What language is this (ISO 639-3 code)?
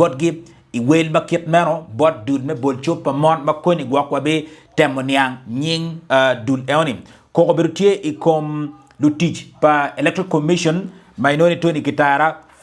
ach